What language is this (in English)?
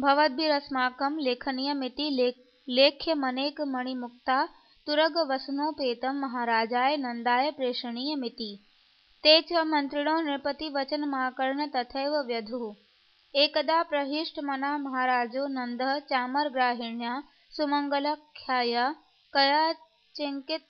Sanskrit